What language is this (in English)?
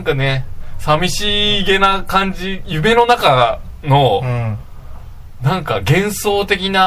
Japanese